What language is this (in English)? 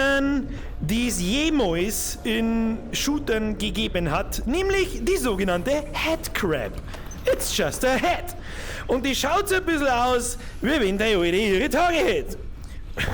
Bavarian